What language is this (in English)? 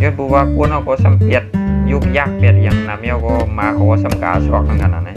Shan